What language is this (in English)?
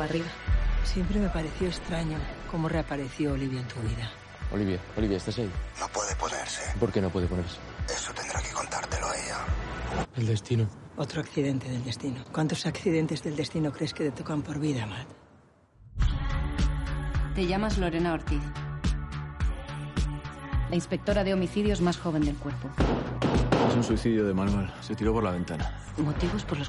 Spanish